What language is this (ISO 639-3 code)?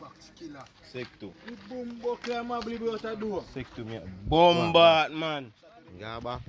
jam